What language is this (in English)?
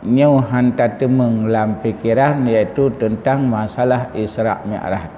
Achinese